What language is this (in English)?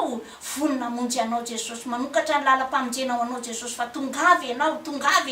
Malagasy